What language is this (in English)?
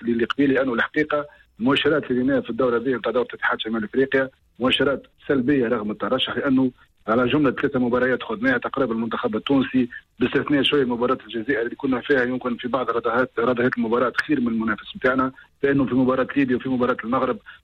Tunisian Arabic